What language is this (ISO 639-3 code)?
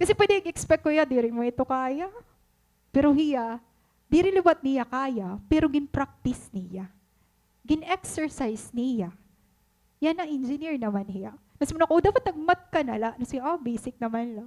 war